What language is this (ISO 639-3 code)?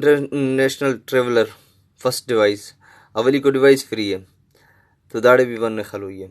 brh